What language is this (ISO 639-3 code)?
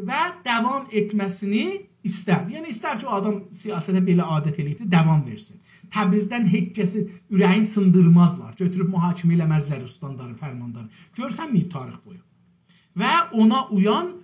azb